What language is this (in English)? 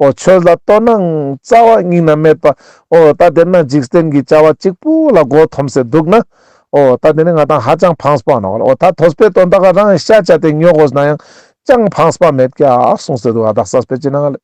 Ladakhi